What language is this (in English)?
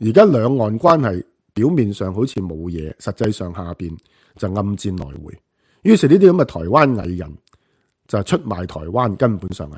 Cantonese